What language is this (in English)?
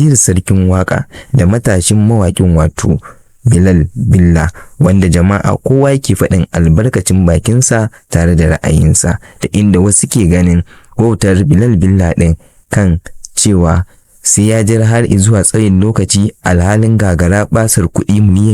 Hausa